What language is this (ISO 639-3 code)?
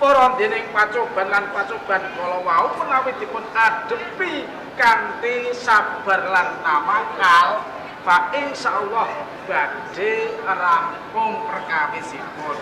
jav